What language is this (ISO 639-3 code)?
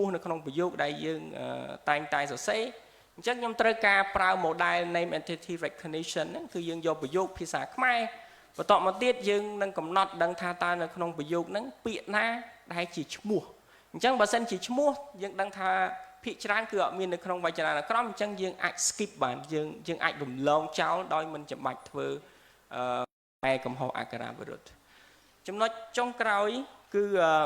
khm